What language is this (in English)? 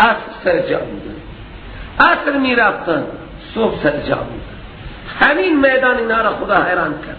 Persian